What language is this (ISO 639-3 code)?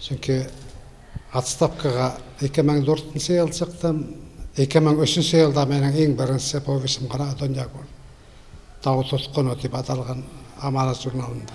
bak